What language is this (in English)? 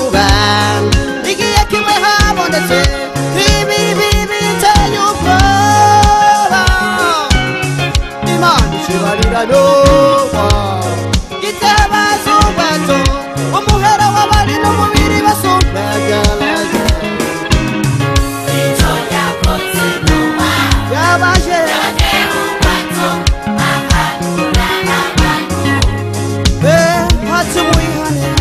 Kinyarwanda